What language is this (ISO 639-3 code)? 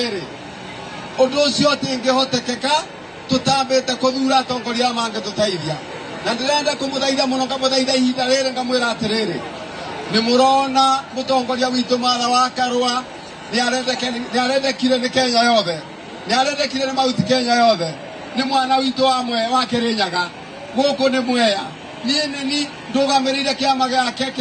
kik